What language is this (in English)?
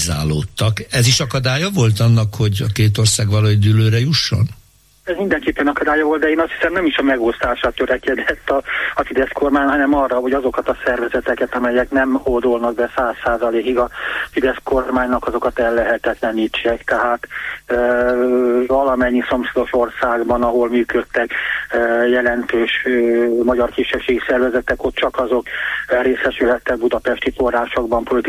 Hungarian